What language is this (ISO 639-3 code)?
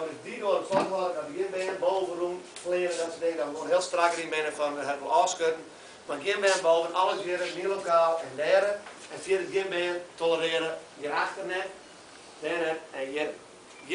fry